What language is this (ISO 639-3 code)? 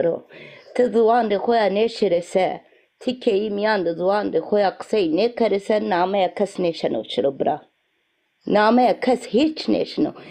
zza